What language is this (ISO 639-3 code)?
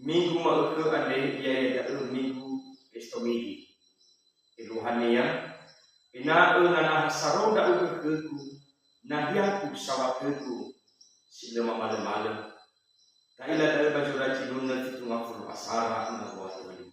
nia